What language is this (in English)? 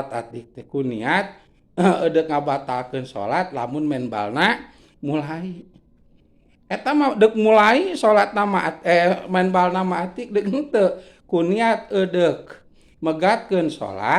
Sundanese